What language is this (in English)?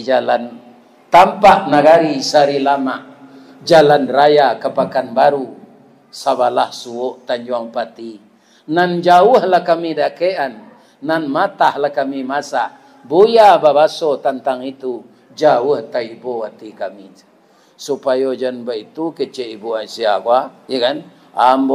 Minangkabau